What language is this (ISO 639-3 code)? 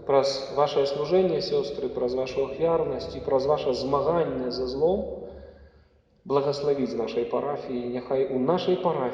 bel